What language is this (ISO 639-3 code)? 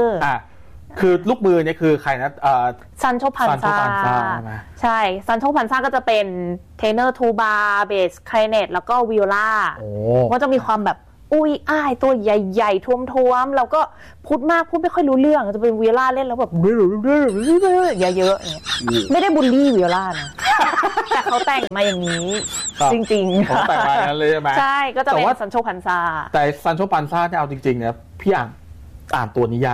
tha